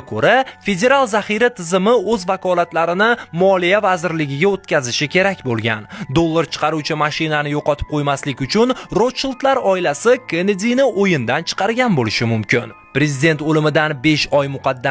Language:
Uzbek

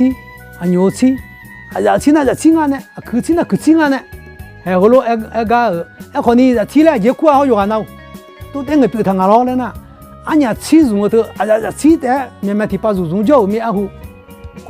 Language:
Akha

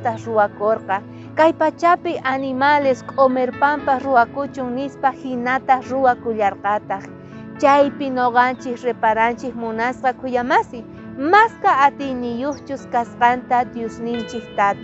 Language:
South Bolivian Quechua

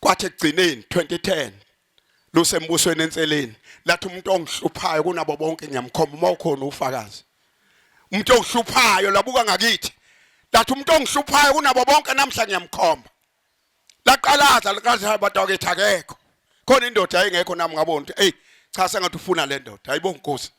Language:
Zulu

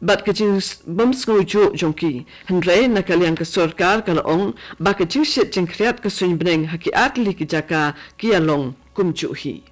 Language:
Khasi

